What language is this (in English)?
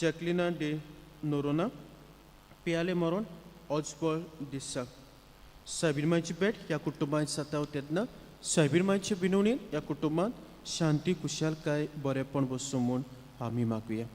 Konkani